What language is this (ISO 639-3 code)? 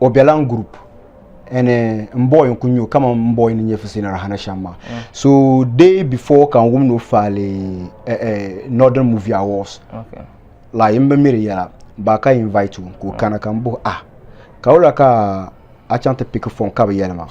dag